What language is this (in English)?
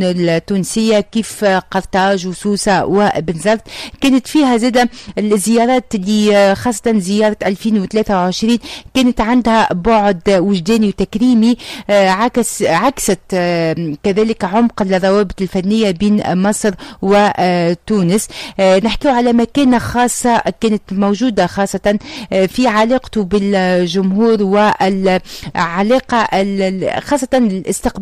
Tunisian Arabic